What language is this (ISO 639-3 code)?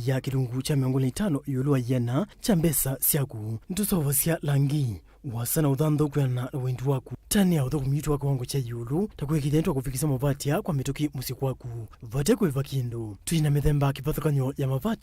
kam